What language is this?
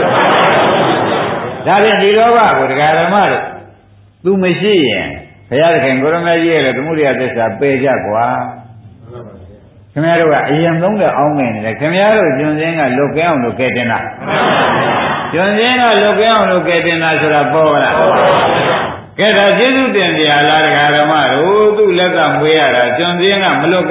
Burmese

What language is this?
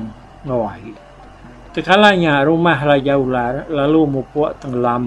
Iban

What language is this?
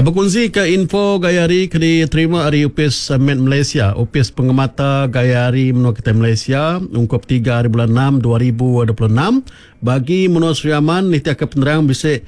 Iban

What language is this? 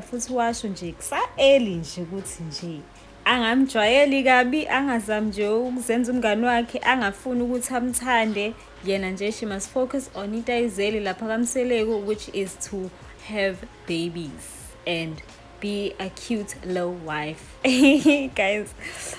Zulu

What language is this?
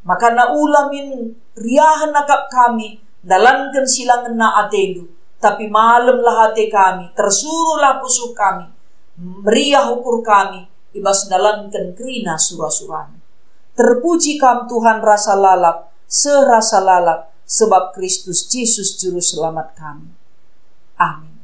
Batak Karo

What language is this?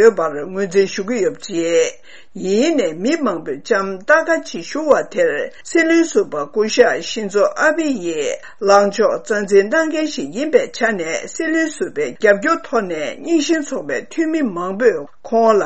Tibetan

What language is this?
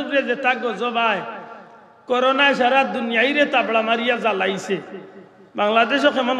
Sylheti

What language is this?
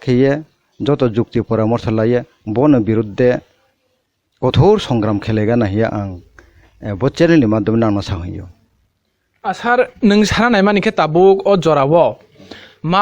Kok Borok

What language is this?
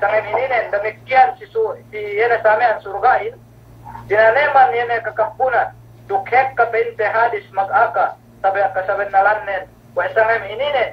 Yakan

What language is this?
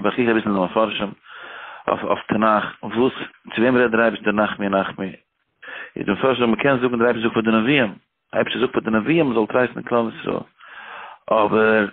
Yiddish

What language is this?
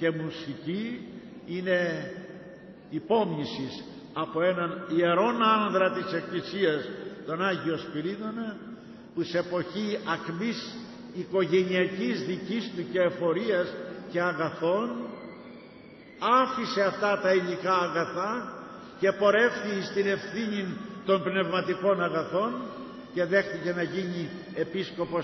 Greek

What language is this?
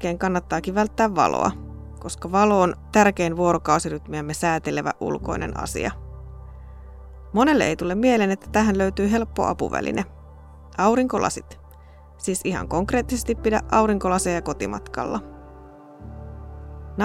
Finnish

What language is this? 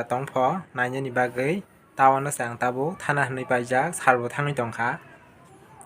Kok Borok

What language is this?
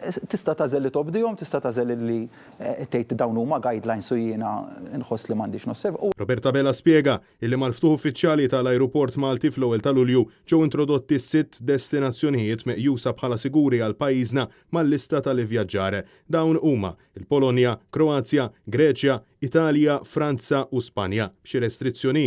Maltese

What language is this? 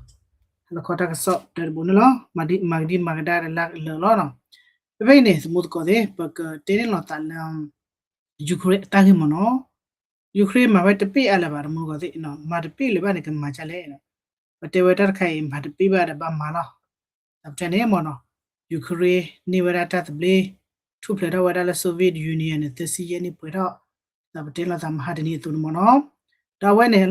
S'gaw Karen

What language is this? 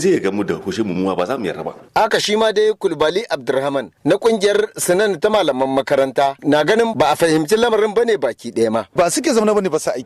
Hausa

